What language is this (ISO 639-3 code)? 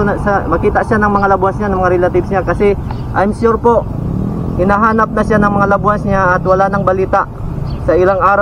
fil